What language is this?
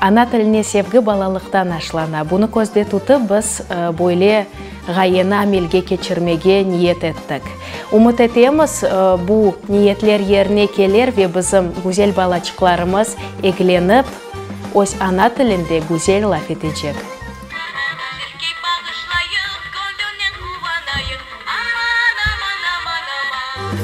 Crimean Tatar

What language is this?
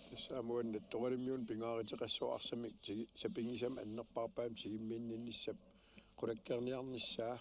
Kalaallisut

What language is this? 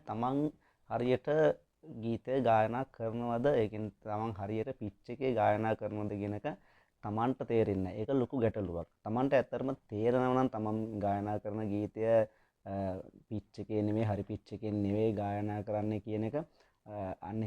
Sinhala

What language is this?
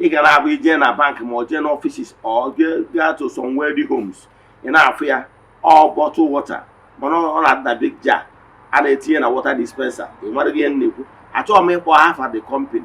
Igbo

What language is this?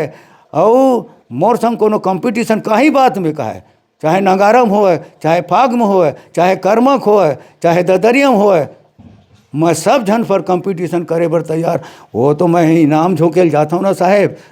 Chhattisgarhi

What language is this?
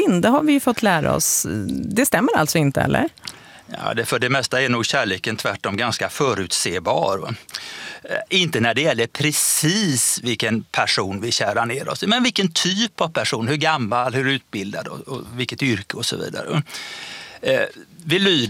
Swedish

